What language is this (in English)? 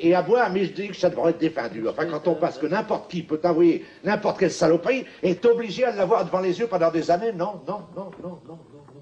Picard